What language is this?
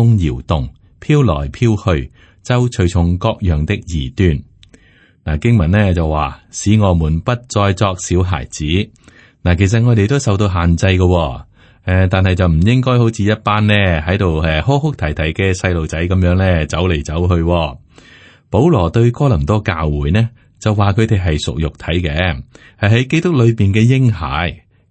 Cantonese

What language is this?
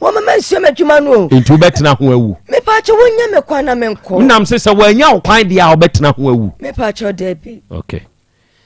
Akan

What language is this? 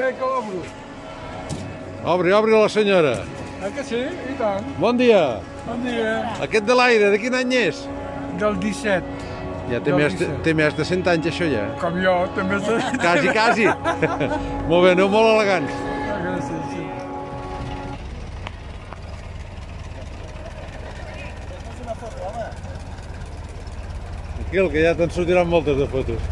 Catalan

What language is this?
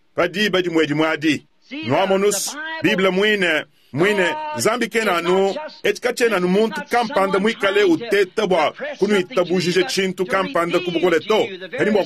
Luba-Lulua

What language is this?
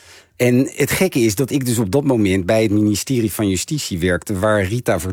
Dutch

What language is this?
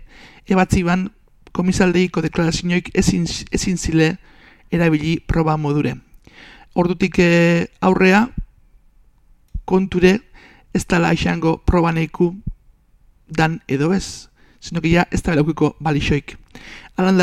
Basque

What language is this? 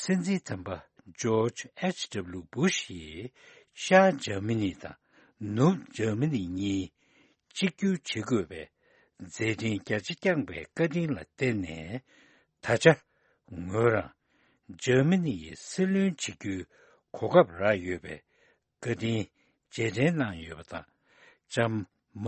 Tibetan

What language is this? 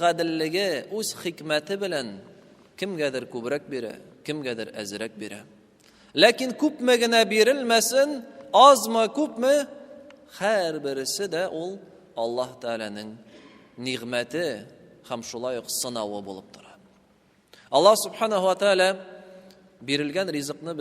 Tatar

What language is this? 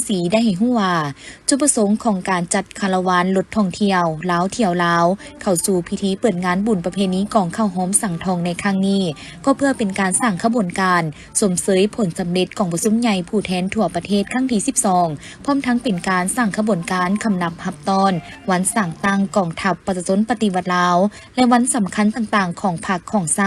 Lao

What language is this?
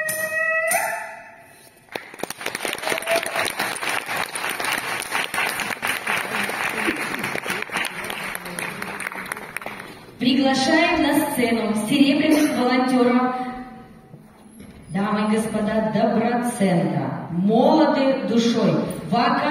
Russian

